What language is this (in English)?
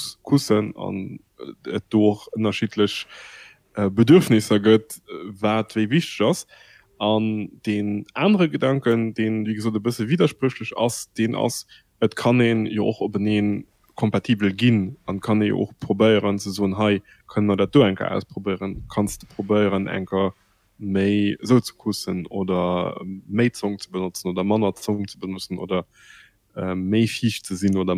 Luxembourgish